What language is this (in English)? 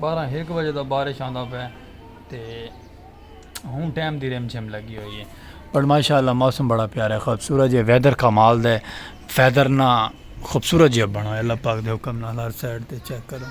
Saraiki